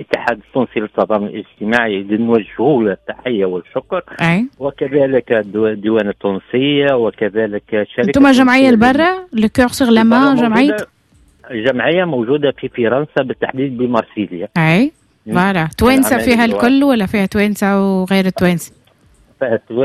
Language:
Tunisian Arabic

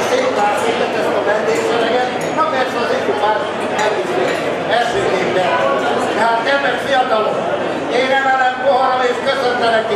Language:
Hungarian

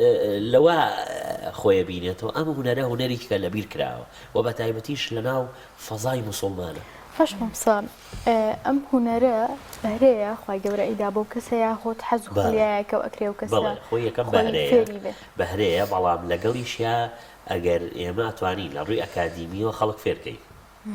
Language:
Central Kurdish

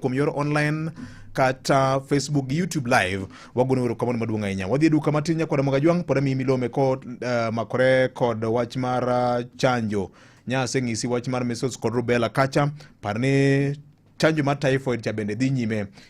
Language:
Luo (Kenya and Tanzania)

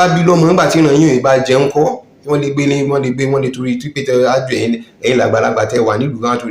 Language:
Yoruba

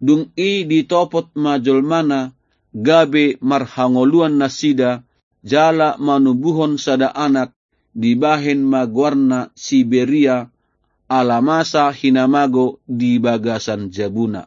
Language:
Batak Toba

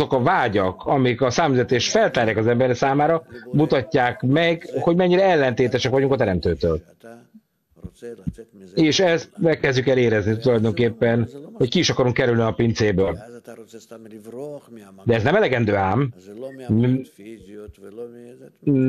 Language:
Hungarian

